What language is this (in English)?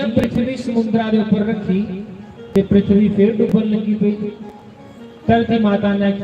Dogri